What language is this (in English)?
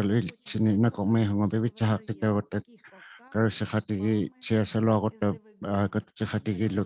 Inuktitut